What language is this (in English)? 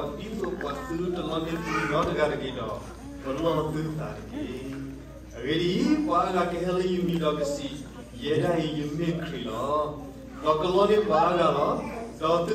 S'gaw Karen